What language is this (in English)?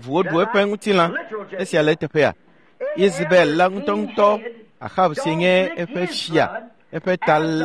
Ewe